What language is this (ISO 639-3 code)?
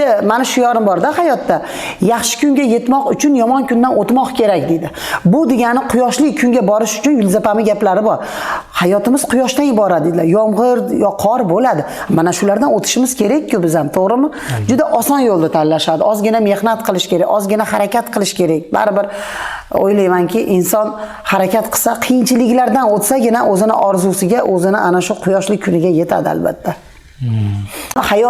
uzb